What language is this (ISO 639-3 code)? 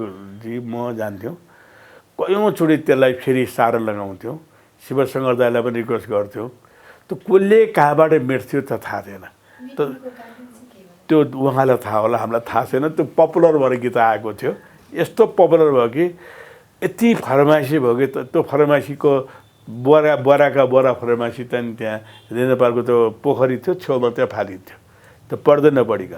nep